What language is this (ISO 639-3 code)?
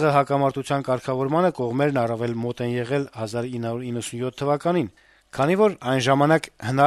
hye